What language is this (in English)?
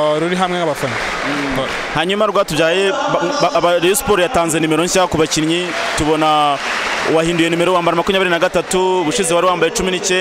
Kinyarwanda